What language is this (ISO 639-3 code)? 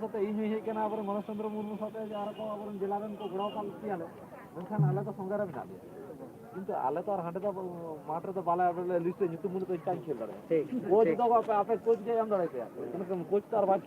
sat